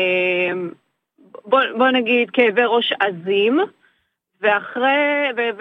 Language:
Hebrew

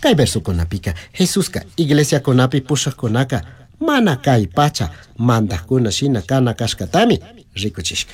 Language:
Chimborazo Highland Quichua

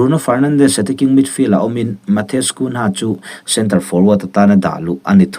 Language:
Mizo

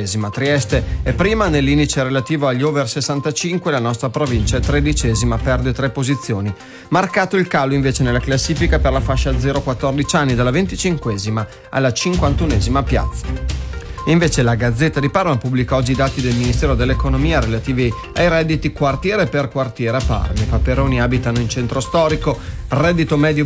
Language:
Italian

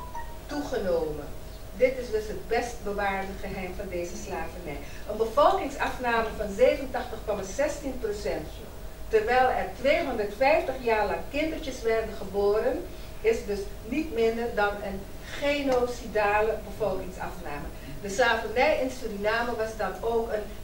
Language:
Dutch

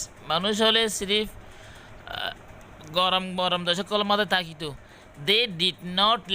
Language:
Rohingya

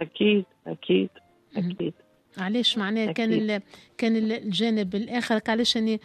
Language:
Tunisian Arabic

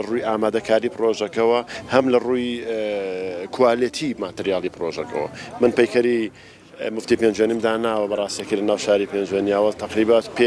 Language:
Central Kurdish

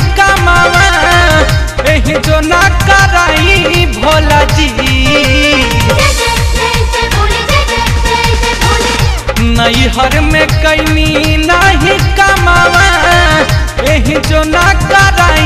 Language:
Bhojpuri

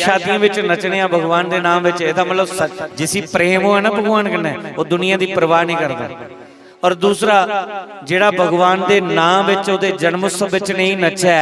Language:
Dogri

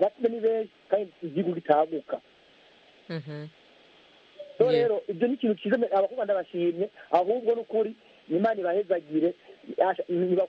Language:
Kinyarwanda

